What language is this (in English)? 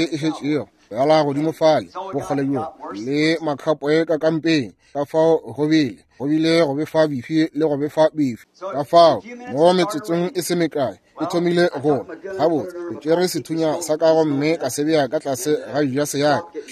Northern Sotho